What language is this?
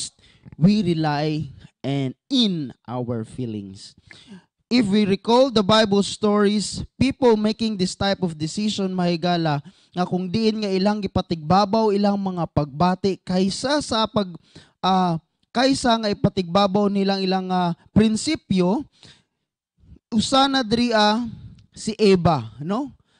Cebuano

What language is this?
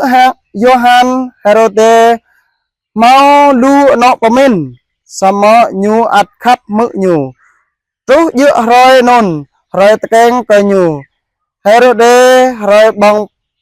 Jarai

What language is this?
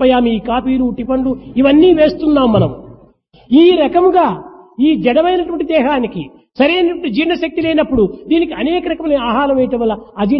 Telugu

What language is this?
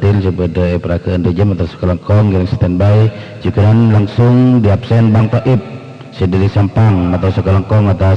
Madurese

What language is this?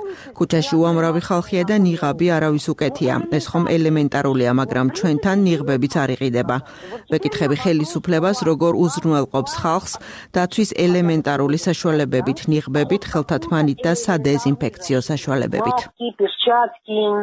Georgian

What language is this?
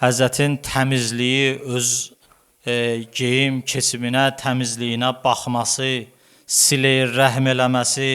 Azerbaijani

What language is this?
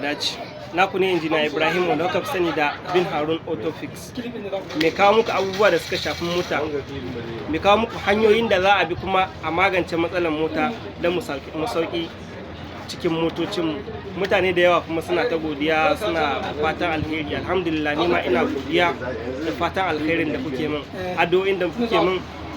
Hausa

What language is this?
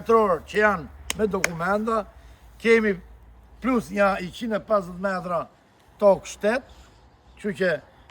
Albanian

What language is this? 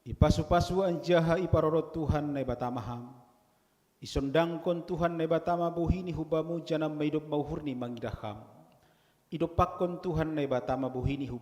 Batak Simalungun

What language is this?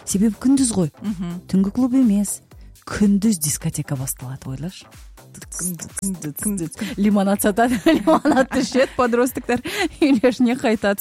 Kazakh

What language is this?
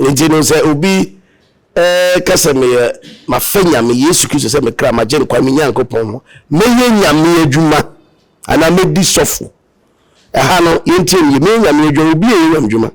Akan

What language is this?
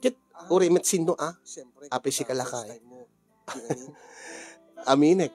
Iloko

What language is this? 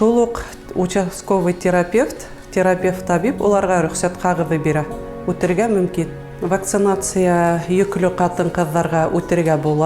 Bashkir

